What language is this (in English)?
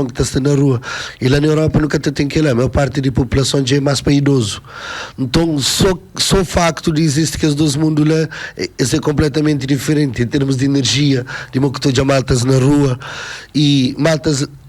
Kabuverdianu